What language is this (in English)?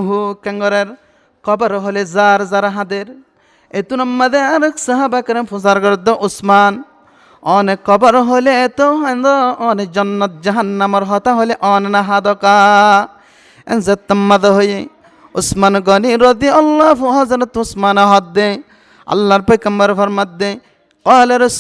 Rohingya